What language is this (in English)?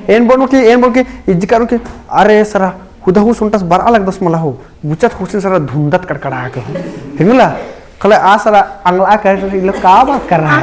Kurukh